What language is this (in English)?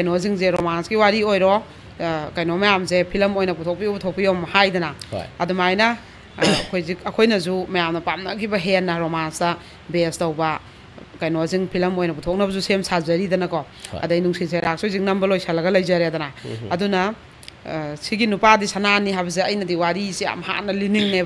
Manipuri